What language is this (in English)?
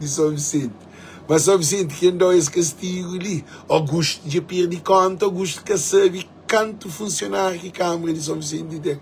Kabuverdianu